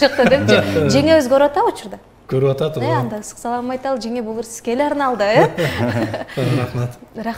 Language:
Kyrgyz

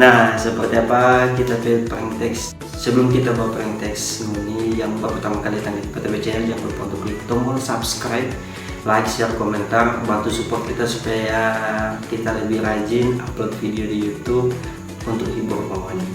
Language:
Manado Malay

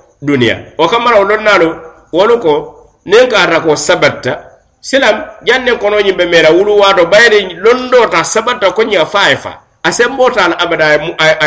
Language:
Mandingo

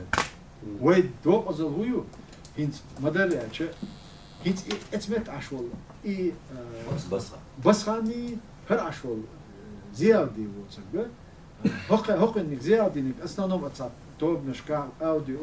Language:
Chechen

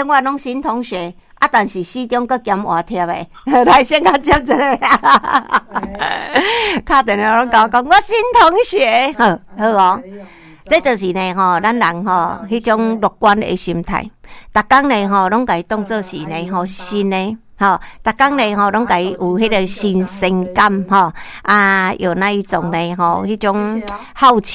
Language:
Min Nan Chinese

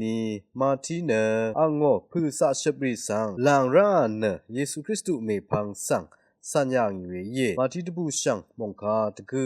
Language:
Rawang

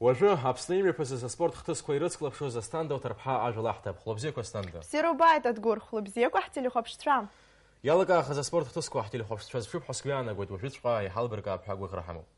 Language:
Abkhazian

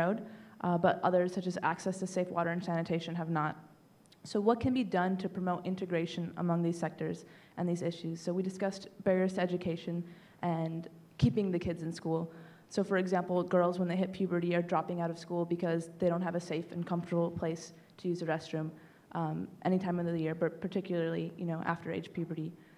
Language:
English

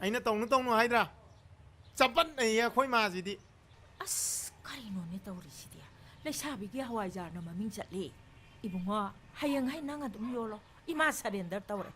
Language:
Manipuri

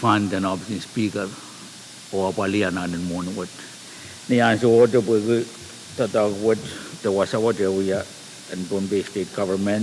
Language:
Pohnpeian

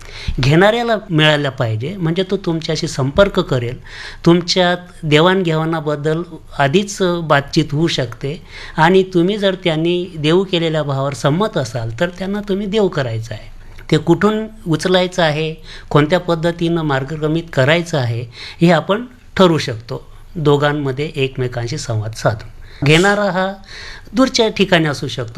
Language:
Marathi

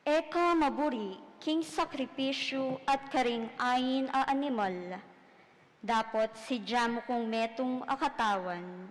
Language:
Pampanga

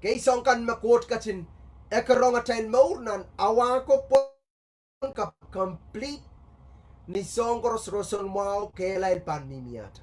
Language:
Pohnpeian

